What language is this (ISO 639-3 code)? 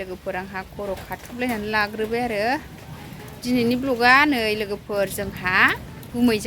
brx